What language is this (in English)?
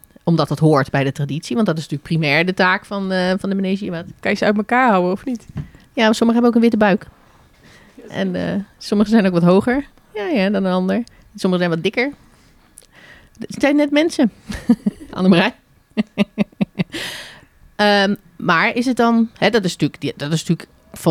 Dutch